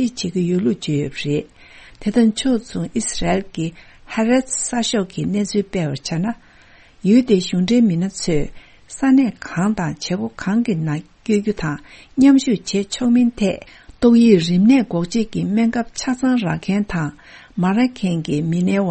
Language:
Tibetan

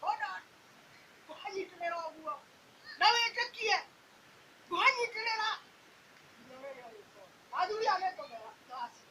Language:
Kikuyu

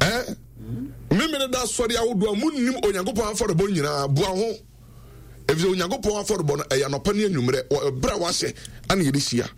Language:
Akan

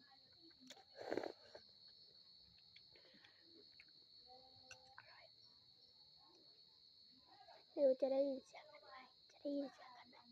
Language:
Lao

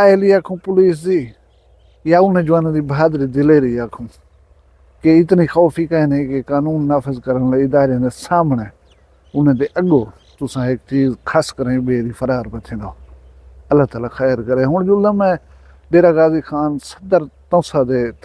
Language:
Saraiki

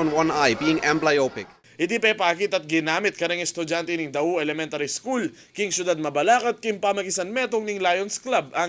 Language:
Pampanga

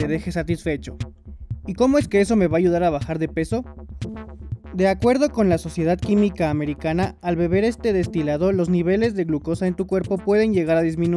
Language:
Spanish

